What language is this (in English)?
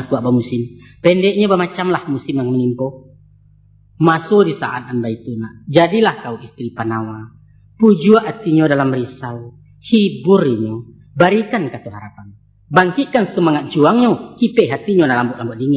Minangkabau